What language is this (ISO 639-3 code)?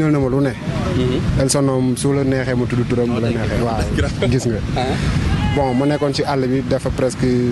wol